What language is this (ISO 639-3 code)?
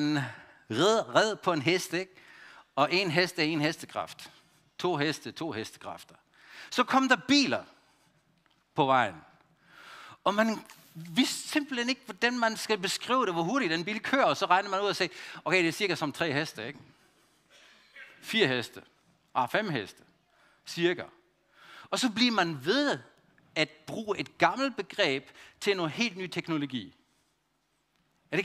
dan